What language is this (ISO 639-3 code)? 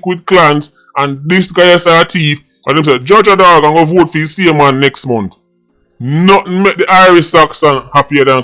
jam